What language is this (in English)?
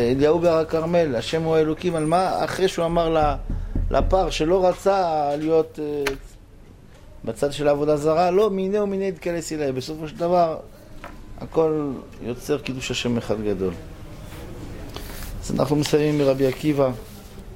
Hebrew